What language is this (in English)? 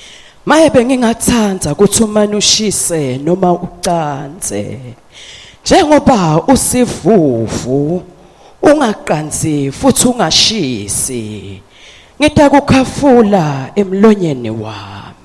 Swati